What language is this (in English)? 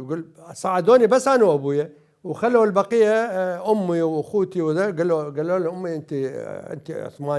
Mesopotamian Arabic